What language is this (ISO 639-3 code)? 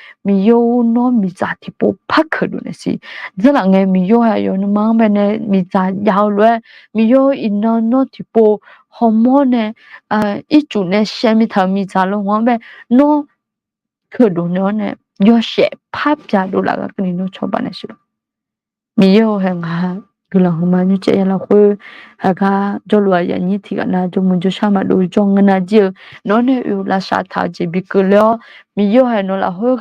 ahk